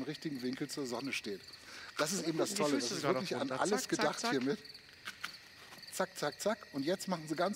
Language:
German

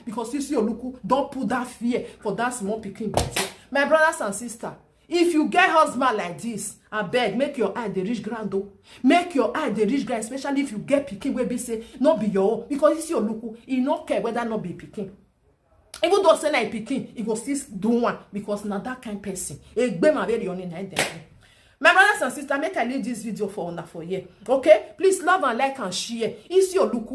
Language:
Nigerian Pidgin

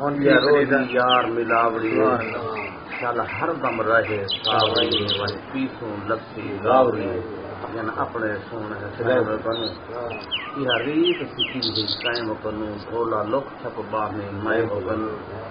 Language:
Saraiki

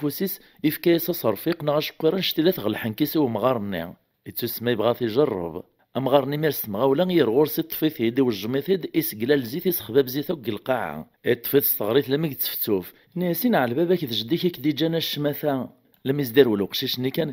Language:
Kabyle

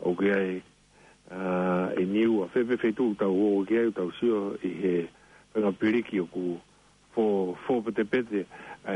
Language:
Tongan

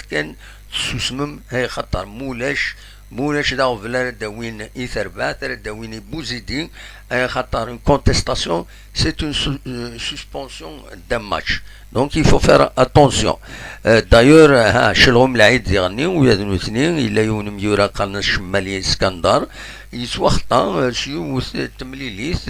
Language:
Kabyle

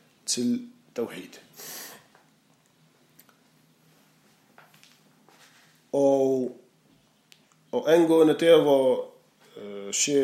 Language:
Danish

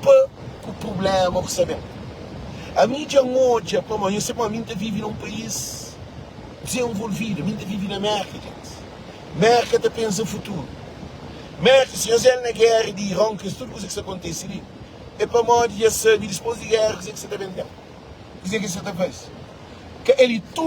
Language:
Kabuverdianu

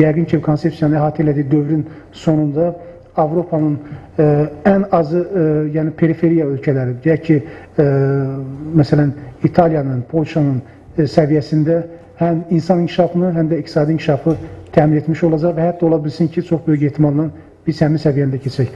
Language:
Azerbaijani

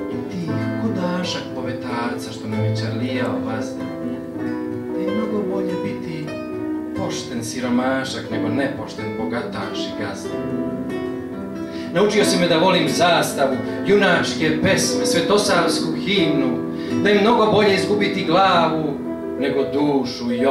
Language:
Serbian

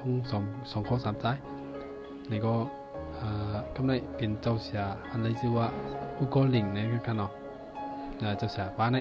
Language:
Shan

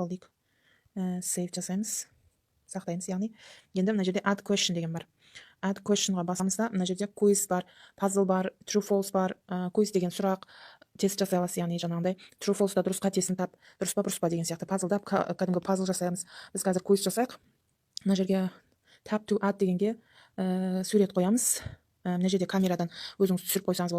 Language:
Kazakh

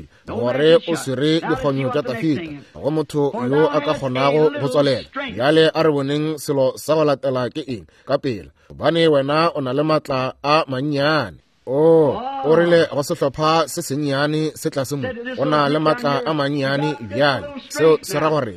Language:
Northern Sotho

